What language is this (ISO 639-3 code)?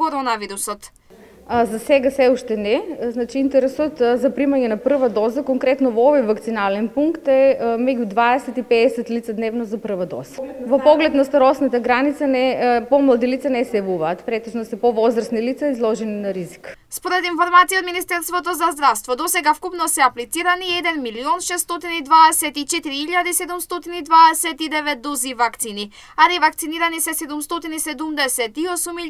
mkd